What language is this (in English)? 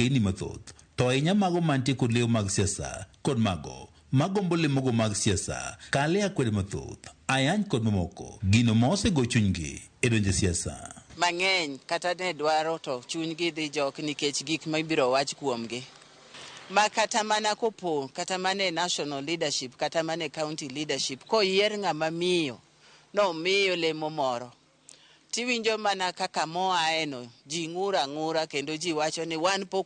Luo (Kenya and Tanzania)